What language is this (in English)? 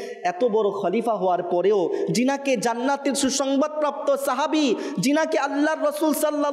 Bangla